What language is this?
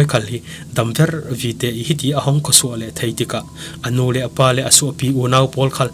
Falam Chin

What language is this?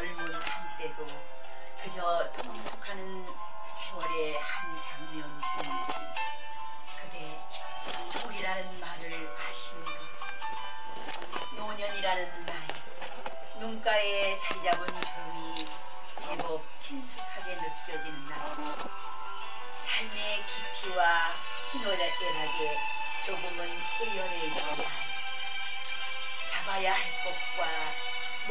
Korean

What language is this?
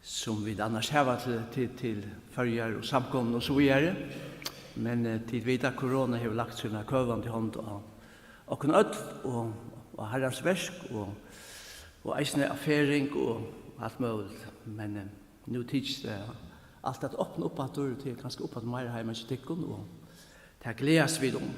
Faroese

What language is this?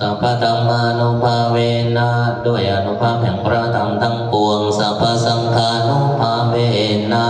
Northeastern Thai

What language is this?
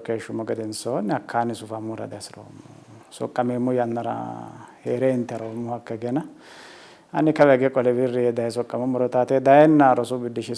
Sidamo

